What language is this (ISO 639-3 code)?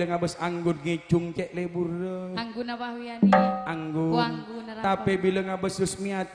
mad